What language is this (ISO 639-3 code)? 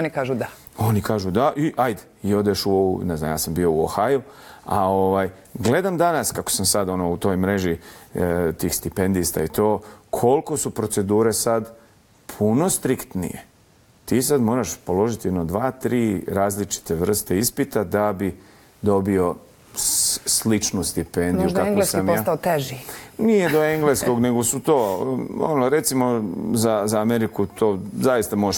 bos